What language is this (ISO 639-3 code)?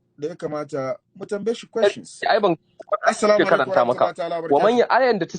hau